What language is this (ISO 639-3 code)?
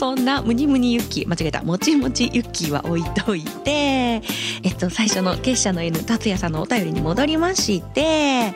jpn